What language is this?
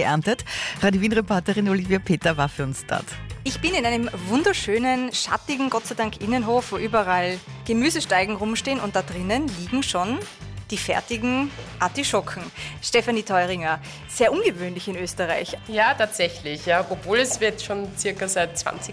German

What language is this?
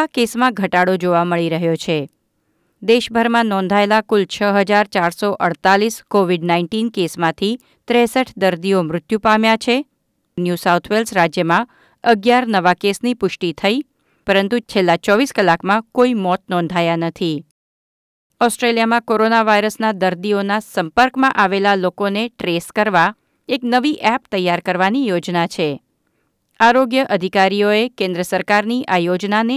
Gujarati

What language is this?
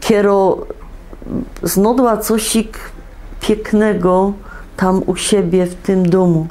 Silesian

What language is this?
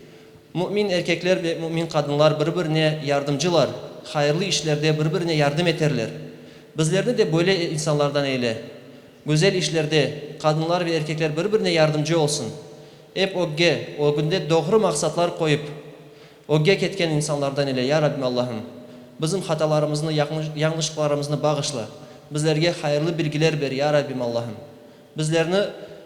Crimean Tatar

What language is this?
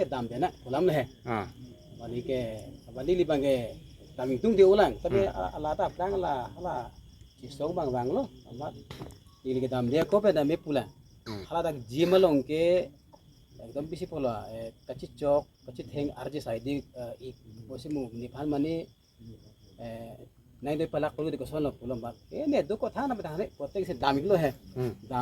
Karbi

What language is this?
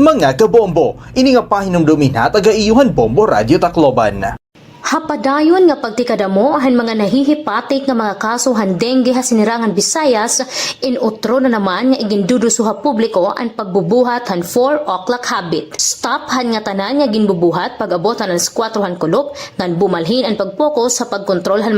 Waray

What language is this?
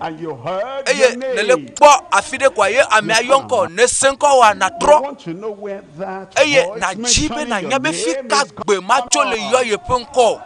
Ewe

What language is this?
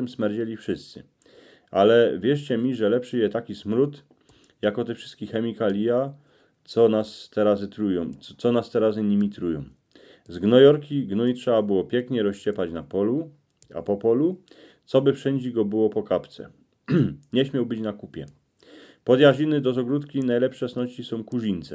Silesian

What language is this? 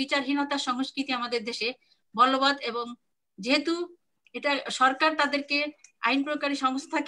Bangla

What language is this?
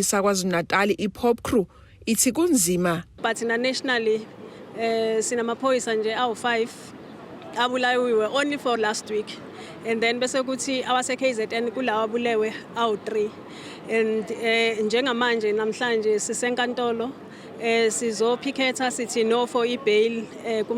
Zulu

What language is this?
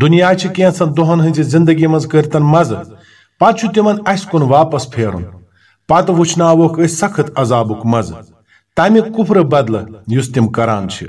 Kashmiri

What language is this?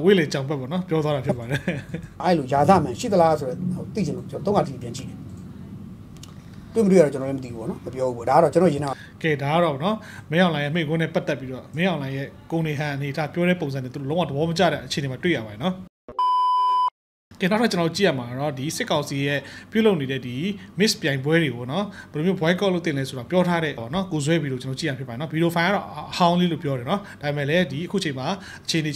Burmese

